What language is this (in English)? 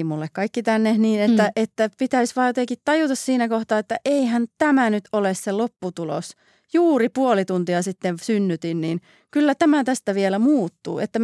Finnish